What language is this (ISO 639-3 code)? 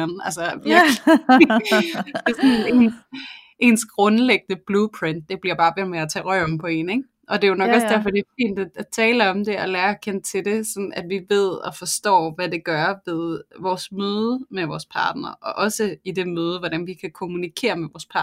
dan